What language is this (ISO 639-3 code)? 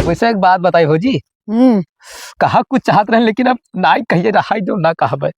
awa